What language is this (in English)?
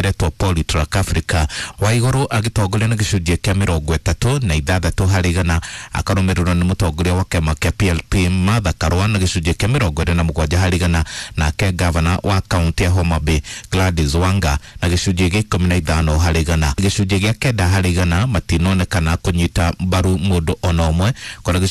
Kikuyu